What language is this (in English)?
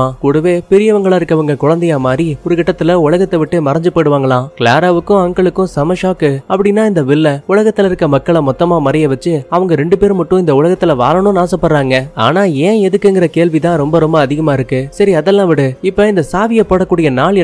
Tamil